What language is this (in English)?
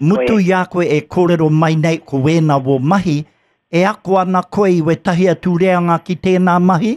Māori